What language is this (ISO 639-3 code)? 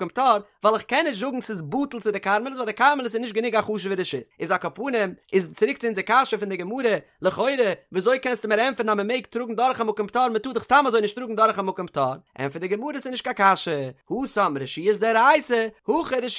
yid